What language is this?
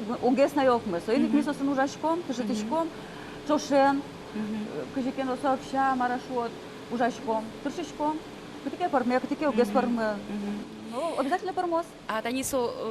Udmurt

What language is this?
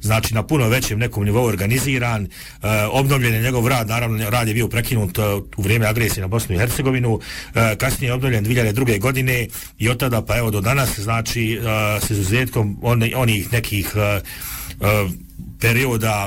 Bosnian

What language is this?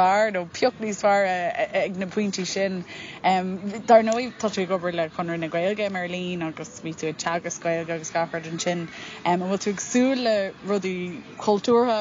Irish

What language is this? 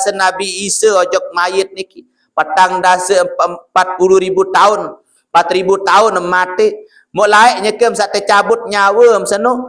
Sasak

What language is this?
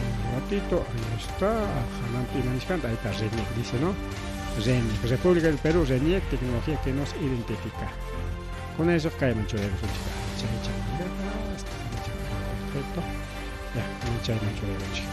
Ayacucho Quechua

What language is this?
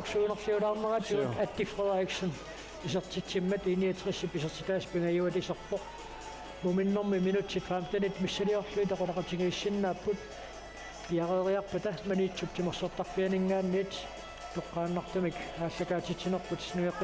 Kalaallisut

